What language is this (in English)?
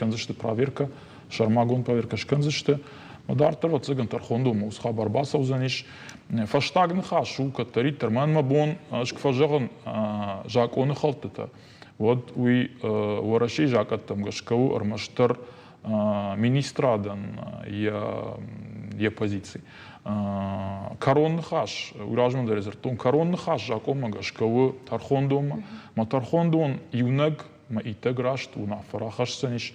Ossetic